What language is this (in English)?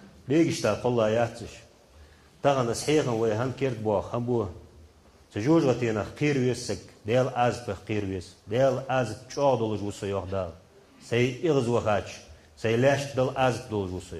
Ingush